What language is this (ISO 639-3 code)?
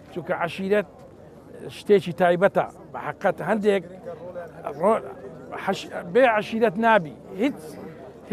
ckb